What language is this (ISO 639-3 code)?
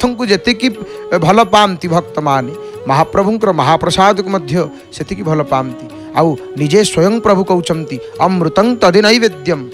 ori